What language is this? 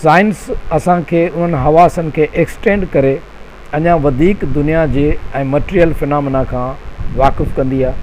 Sindhi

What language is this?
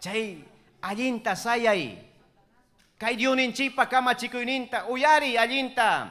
Ayacucho Quechua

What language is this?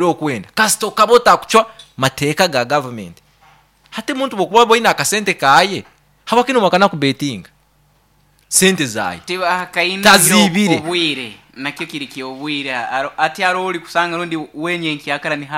Nyankole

